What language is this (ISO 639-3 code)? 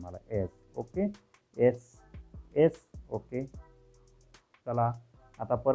mar